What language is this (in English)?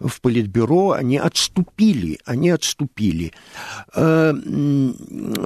Russian